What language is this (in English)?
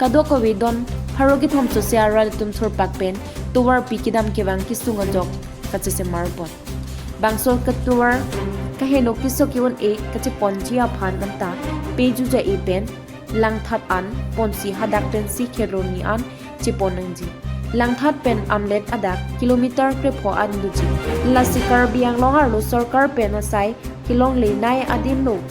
Karbi